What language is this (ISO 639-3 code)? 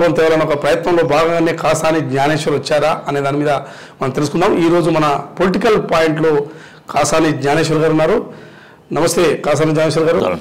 tel